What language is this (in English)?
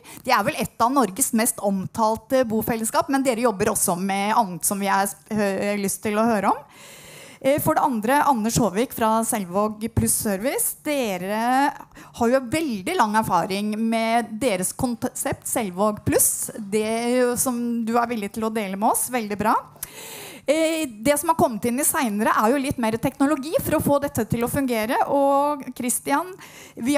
Norwegian